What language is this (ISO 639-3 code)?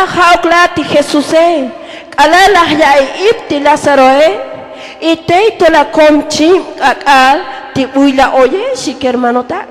tzo